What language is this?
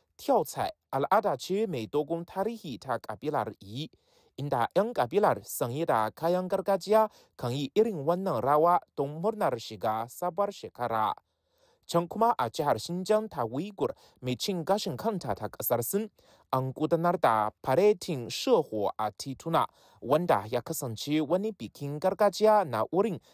Hausa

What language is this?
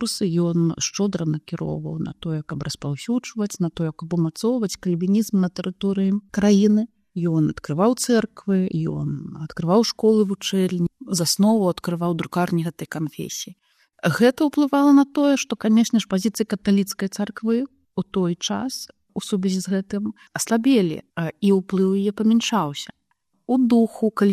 Belarusian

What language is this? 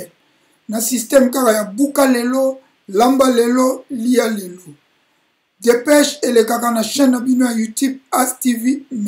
Lingala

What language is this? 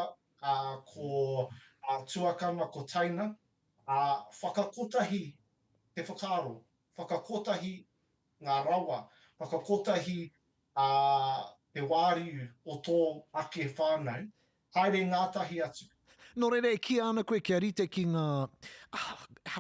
Māori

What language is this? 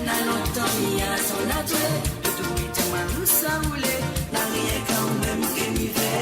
Morisyen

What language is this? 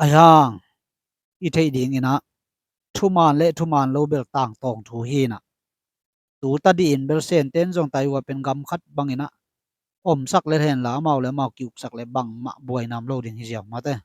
Tedim Chin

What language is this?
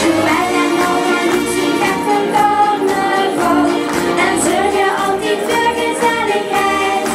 Limburgish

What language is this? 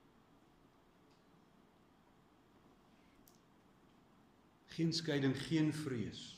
Afrikaans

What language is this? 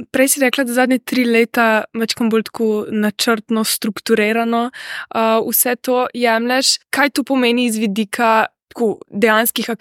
Slovenian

